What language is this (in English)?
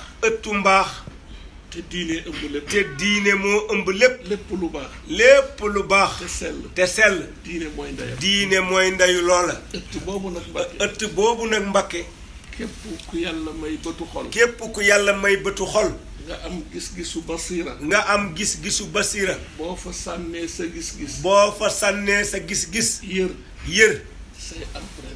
Wolof